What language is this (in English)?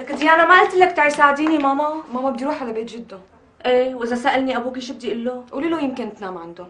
North Levantine Arabic